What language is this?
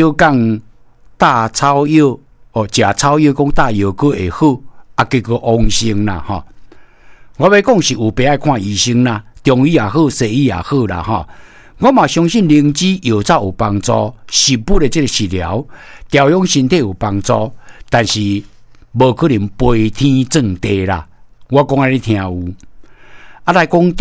Min Nan Chinese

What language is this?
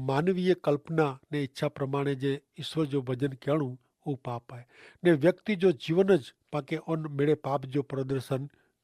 Kachhi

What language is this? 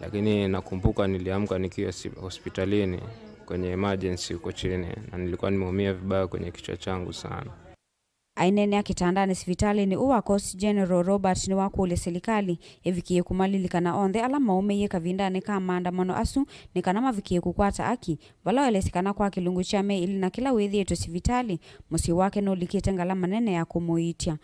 Kamba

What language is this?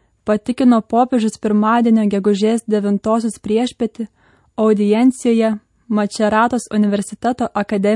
Lithuanian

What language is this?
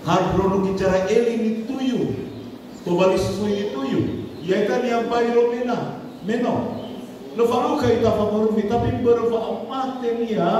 Nias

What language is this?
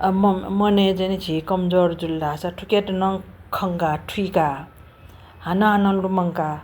Newari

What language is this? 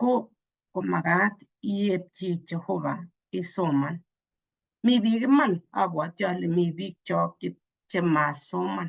Kalenjin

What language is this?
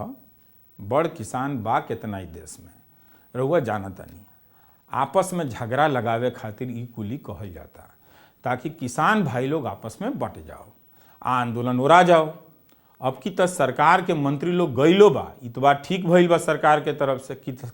Bhojpuri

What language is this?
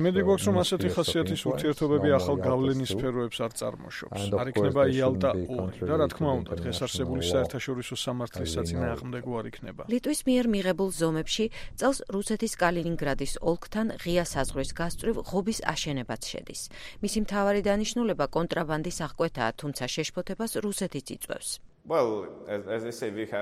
Georgian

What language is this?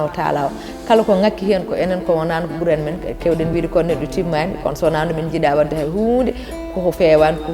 Fula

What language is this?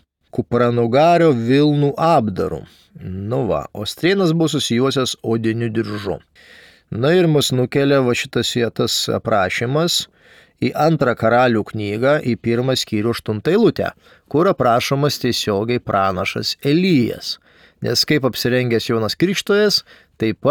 Lithuanian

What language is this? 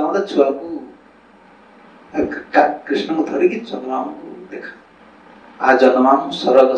Odia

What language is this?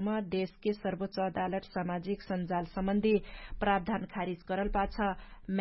Dangaura Tharu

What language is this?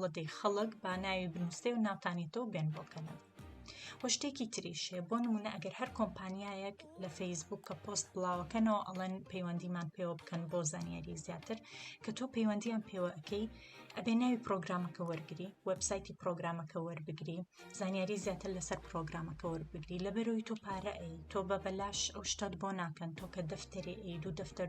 Central Kurdish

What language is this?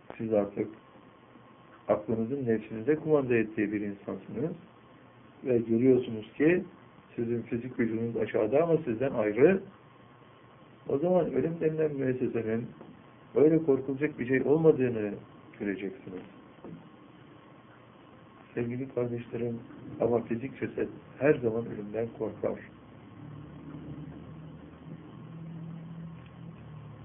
Turkish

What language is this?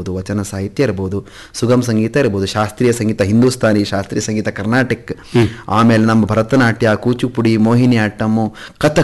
Kannada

